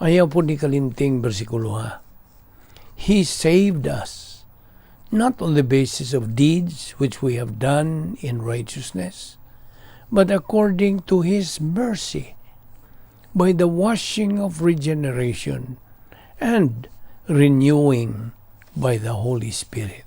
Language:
Cebuano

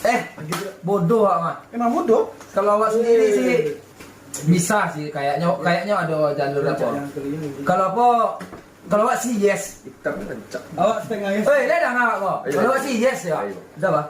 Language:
Minangkabau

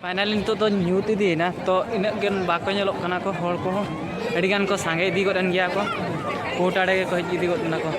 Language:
Santali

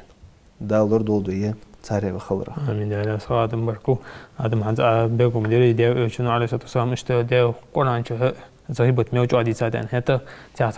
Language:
Ingush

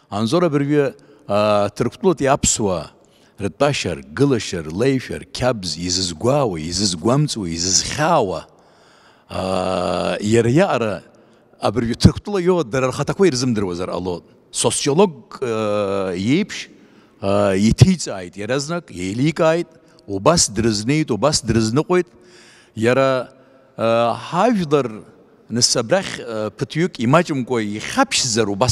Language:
Abkhazian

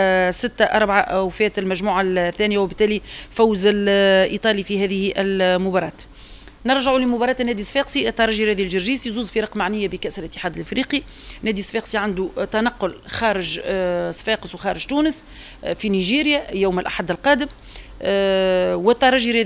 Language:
Tunisian Arabic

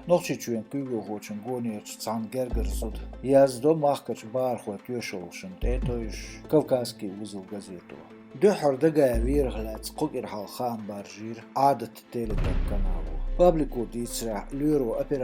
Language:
Chechen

